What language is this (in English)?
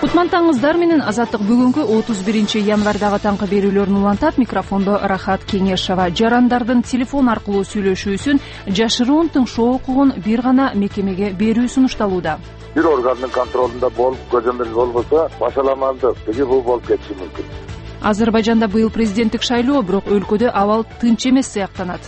Kyrgyz